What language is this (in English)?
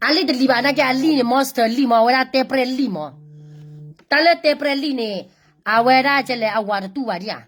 S'gaw Karen